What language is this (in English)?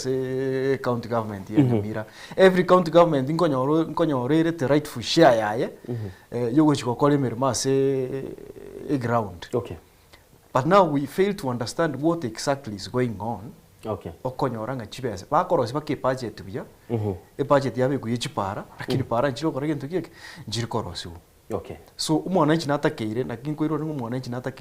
Gusii